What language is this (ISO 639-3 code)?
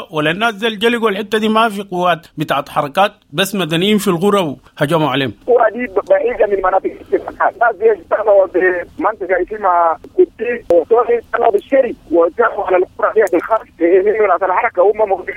apd